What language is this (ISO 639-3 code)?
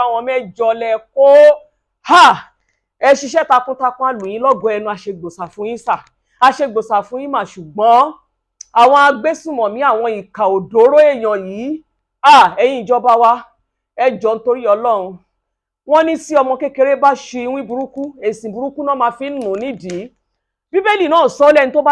yor